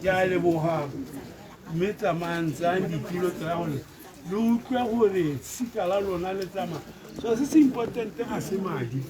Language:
Tswana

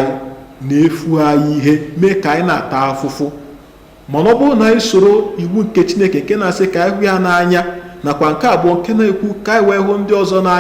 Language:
Igbo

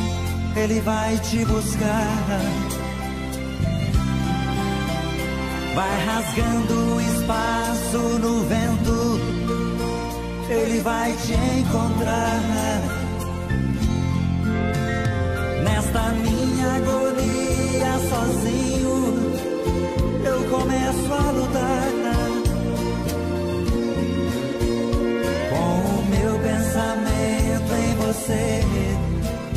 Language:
Portuguese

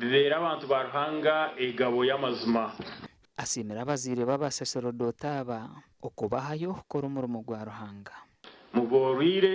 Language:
Nyankole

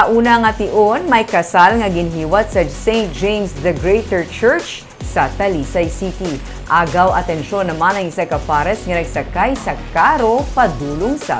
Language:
Hiligaynon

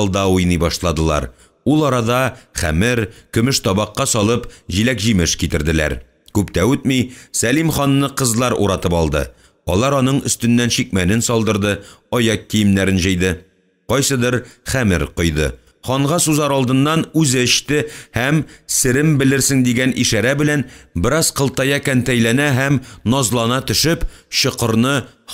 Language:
Tatar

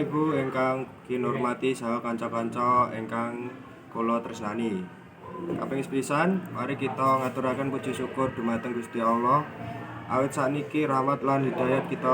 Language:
Javanese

